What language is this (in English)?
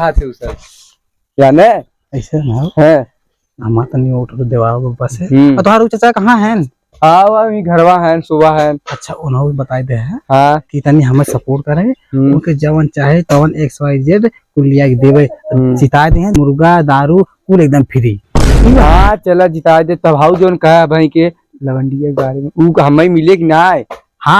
Awadhi